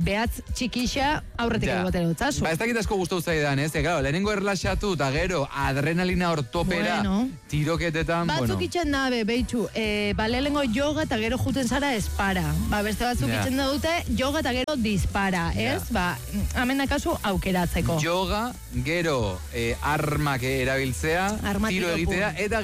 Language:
Basque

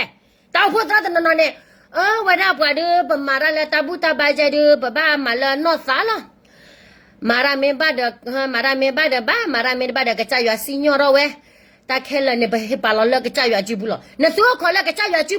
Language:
S'gaw Karen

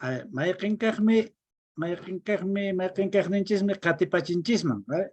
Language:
Quechua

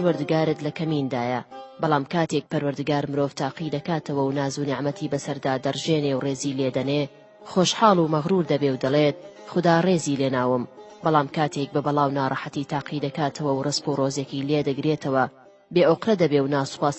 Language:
Central Kurdish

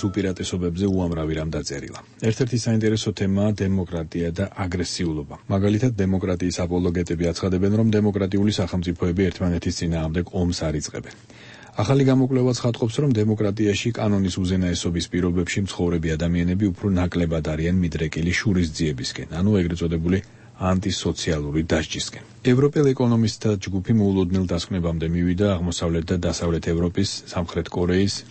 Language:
Georgian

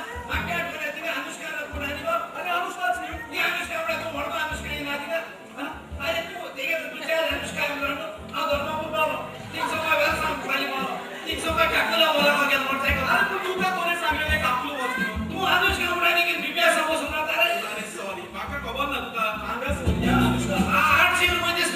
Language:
Konkani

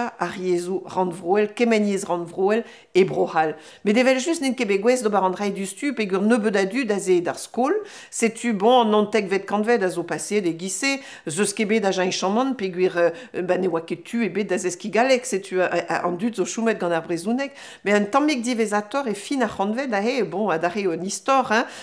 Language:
Breton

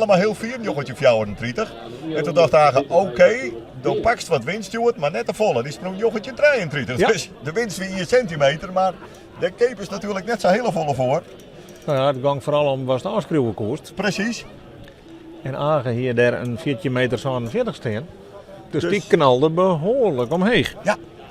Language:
Western Frisian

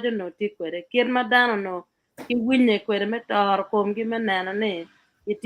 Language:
Acoli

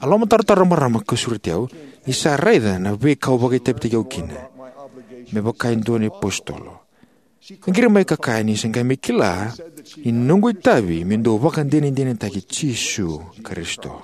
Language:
Fijian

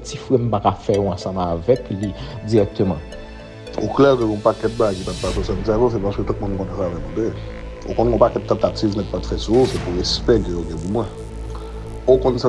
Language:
Haitian Creole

